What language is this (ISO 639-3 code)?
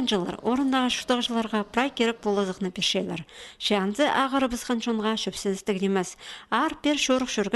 kjh